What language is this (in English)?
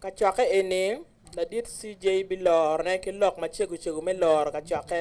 Acoli